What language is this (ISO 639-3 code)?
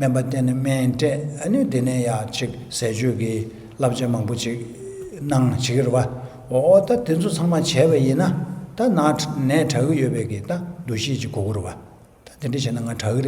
bod